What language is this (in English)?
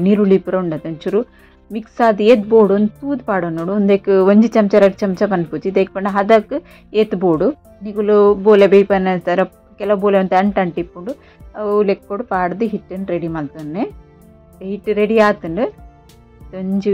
Tulu